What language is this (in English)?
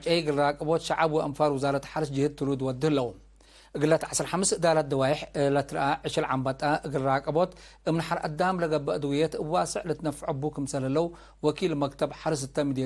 Tigre